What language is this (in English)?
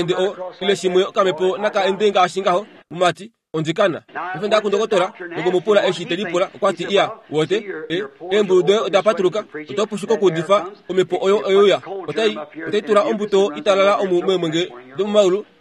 Kuanyama